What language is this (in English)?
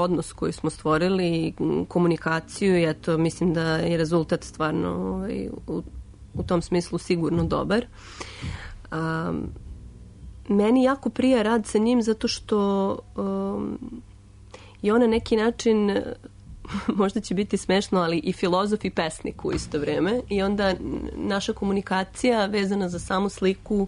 Serbian